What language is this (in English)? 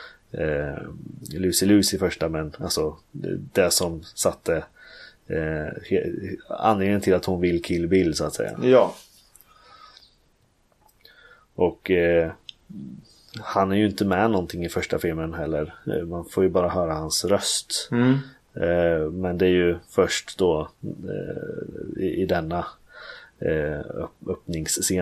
Swedish